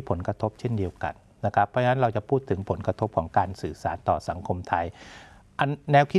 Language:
Thai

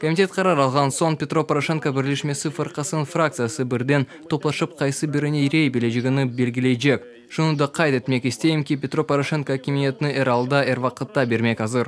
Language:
Crimean Tatar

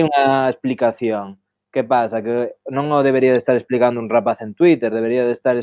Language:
Galician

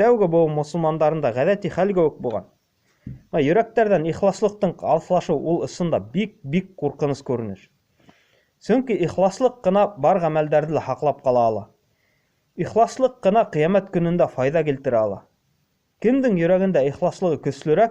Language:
Bashkir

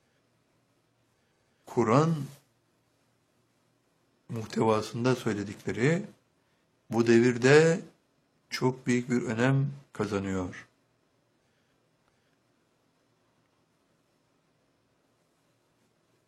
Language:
Turkish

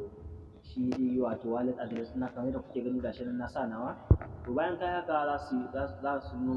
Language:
Hausa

